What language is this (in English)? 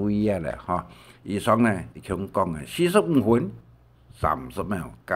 Hakka Chinese